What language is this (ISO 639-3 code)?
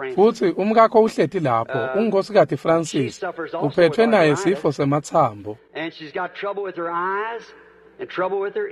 ssw